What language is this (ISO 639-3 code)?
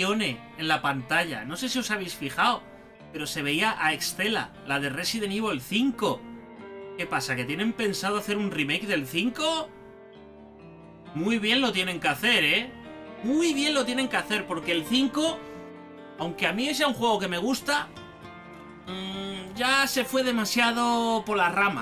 spa